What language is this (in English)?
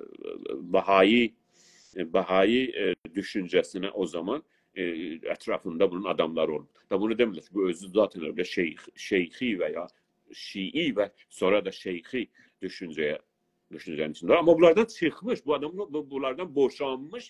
South Azerbaijani